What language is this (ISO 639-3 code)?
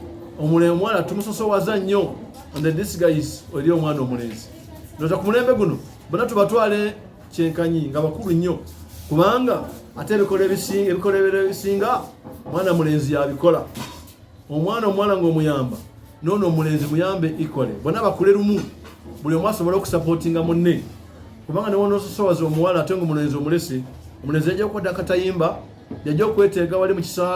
lug